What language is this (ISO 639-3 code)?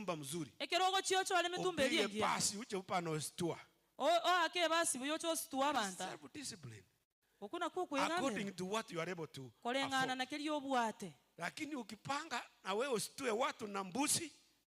guz